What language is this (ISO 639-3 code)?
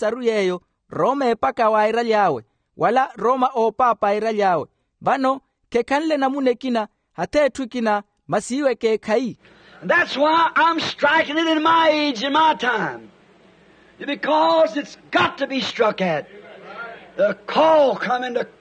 vmw